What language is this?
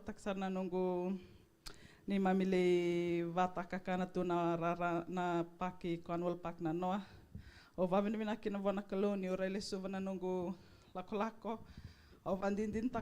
Fijian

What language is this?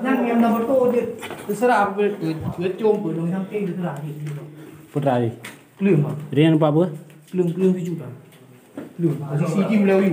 Achinese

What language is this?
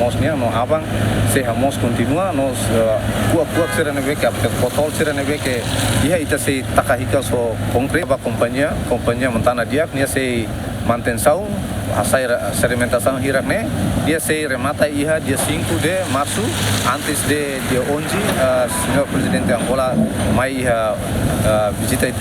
Tetum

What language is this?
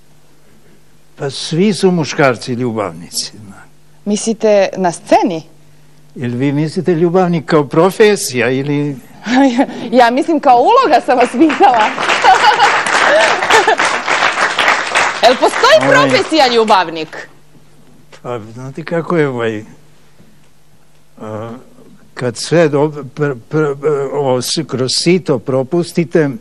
Serbian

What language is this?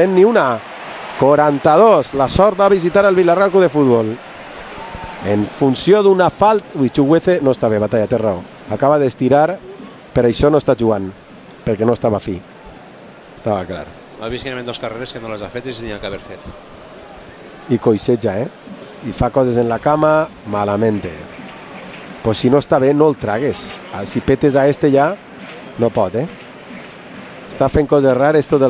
Catalan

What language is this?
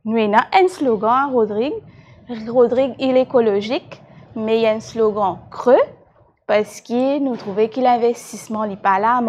Morisyen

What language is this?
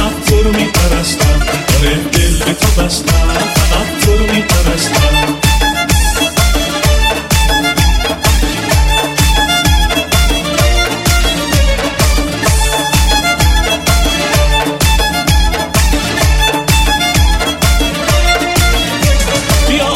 Persian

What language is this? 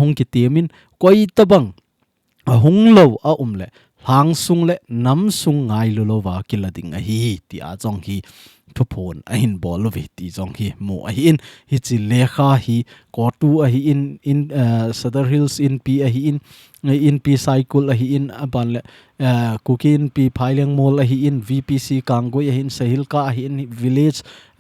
Thado Chin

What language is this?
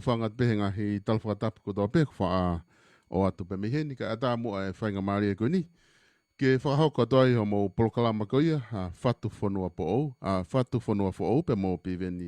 Tongan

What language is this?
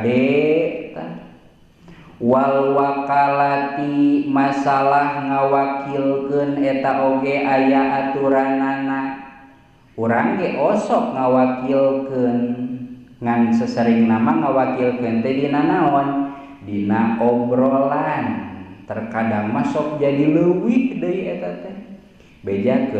Sundanese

